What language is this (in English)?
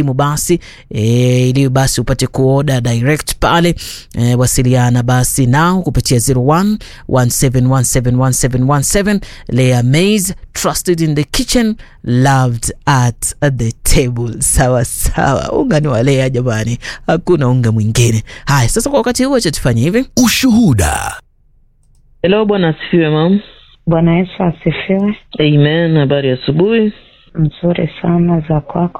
Swahili